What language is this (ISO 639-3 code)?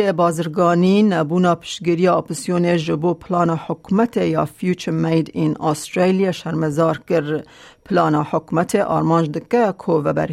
kur